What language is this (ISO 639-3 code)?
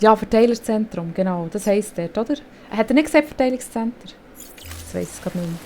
gsw